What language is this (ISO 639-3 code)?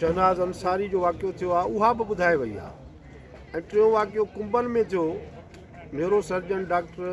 snd